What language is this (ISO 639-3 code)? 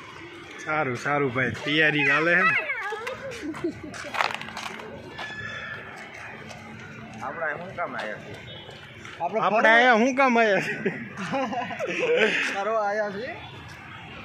guj